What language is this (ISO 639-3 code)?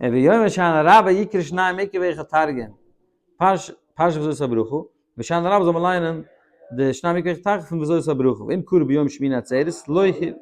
yid